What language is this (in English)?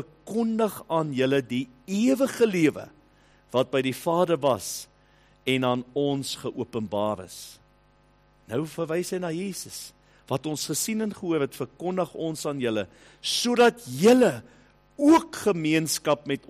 Afrikaans